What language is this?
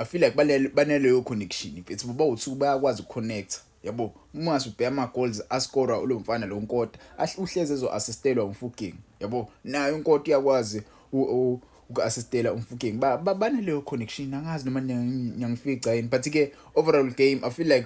Zulu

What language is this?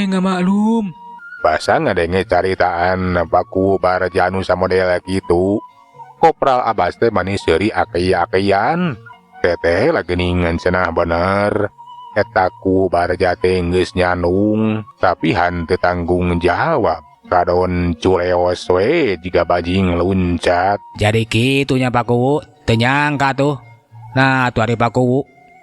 Sundanese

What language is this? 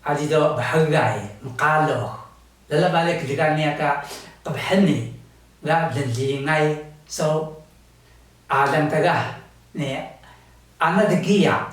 Taroko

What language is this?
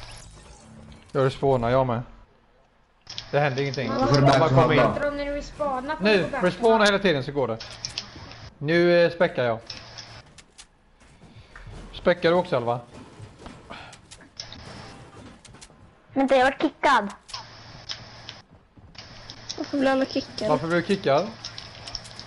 Swedish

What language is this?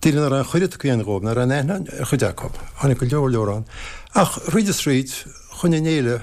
Irish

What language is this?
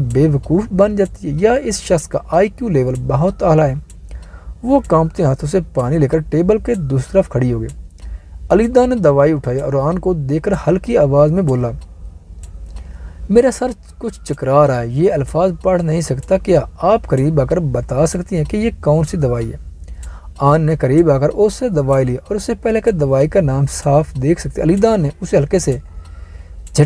Urdu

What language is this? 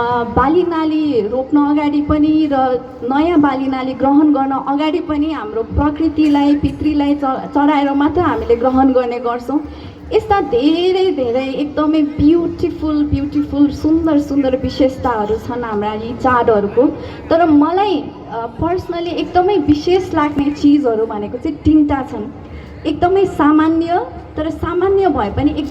Nepali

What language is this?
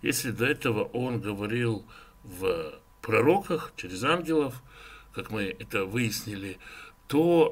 Russian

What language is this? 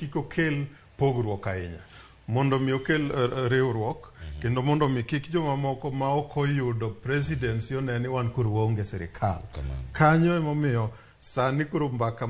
Luo (Kenya and Tanzania)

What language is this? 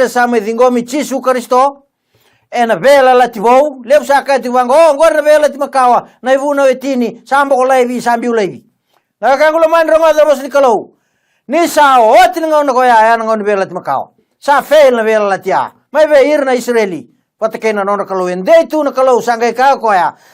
Fijian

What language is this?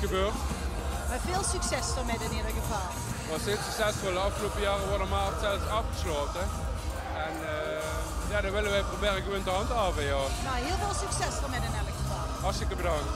Limburgish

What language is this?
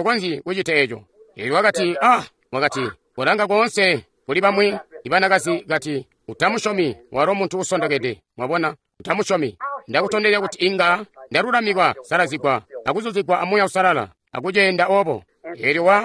Tonga (Zambia)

